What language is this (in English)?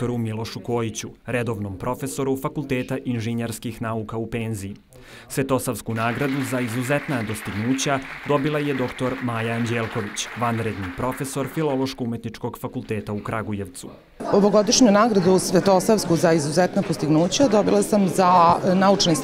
Serbian